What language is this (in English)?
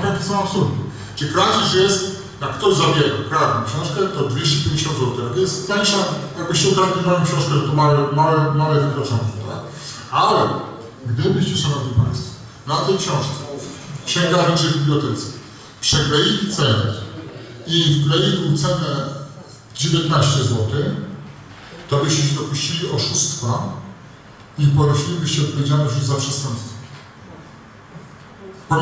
Polish